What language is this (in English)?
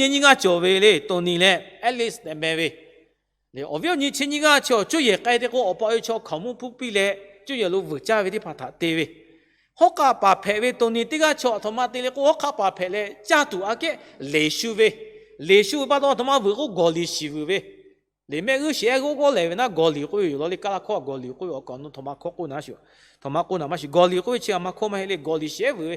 Lahu